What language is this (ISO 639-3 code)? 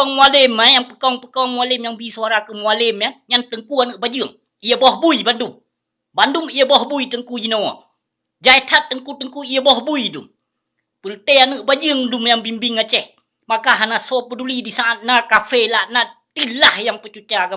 ace